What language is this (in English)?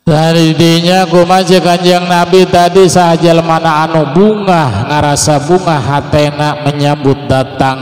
Sundanese